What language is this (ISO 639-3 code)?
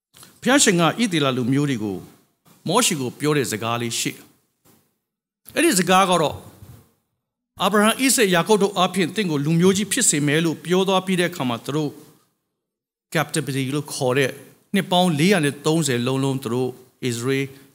mya